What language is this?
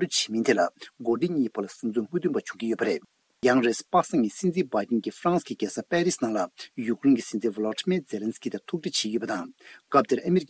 Tibetan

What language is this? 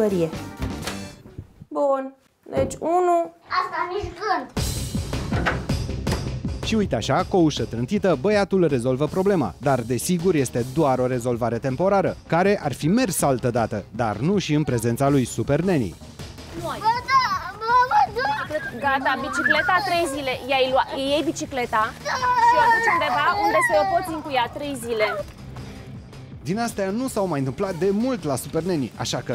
Romanian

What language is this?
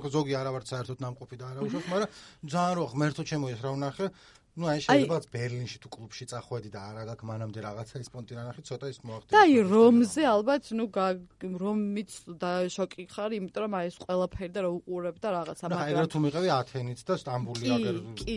Georgian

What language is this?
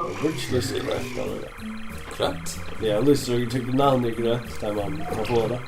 Faroese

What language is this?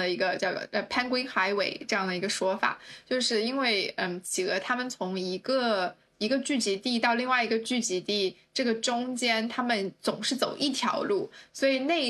Chinese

